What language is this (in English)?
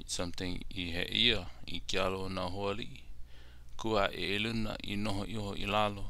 Hawaiian